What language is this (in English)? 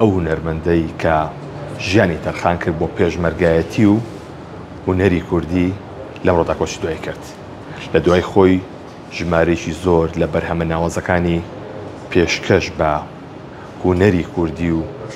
Central Kurdish